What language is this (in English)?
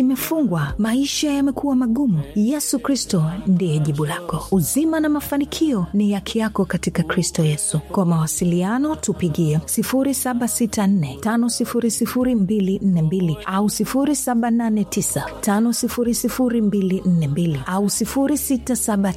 Swahili